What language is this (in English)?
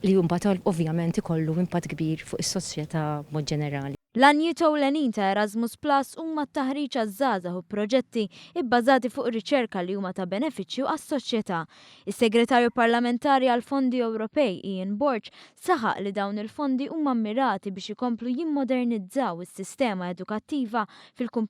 Maltese